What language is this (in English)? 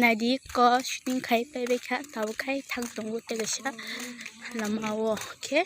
Kok Borok